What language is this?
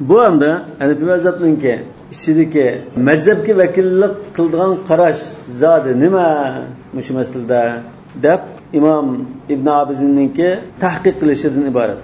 Uyghur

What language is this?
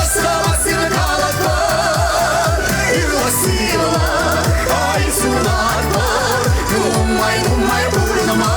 Chuvash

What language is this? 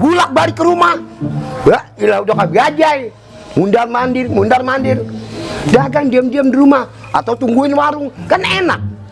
Betawi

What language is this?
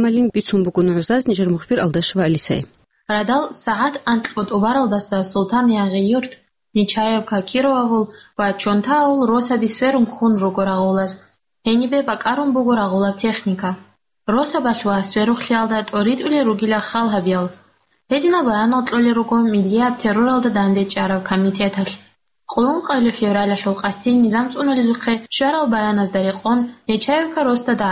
Avaric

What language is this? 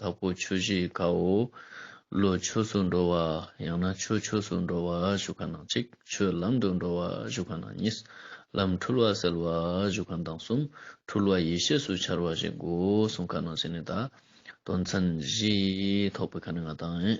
Ladakhi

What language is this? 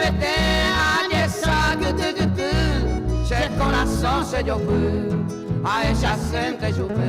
Guarani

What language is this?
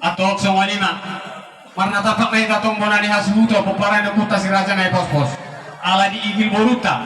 Batak Toba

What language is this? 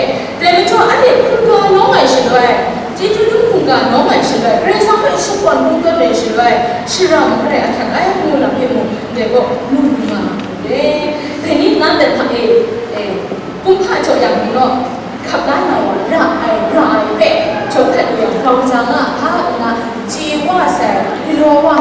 Kachin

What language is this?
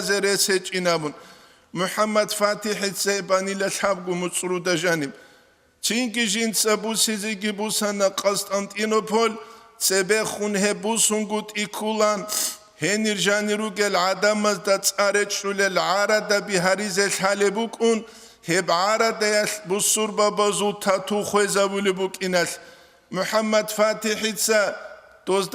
Avaric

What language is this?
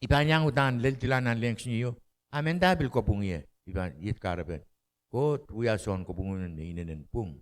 Pohnpeian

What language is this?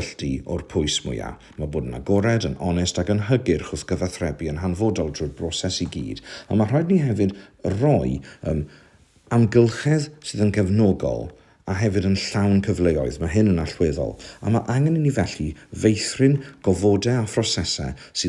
Welsh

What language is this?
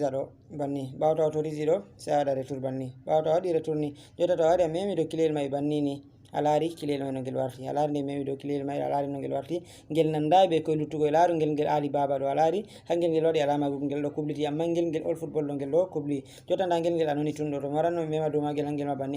Fula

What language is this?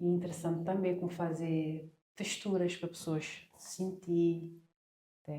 Kabuverdianu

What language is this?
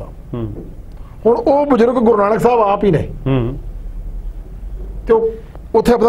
Punjabi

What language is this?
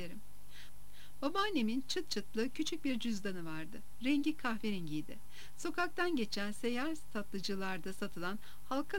Turkish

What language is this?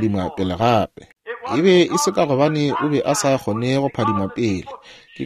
Northern Sotho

